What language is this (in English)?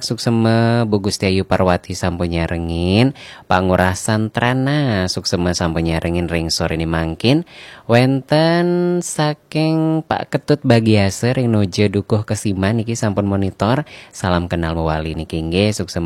Balinese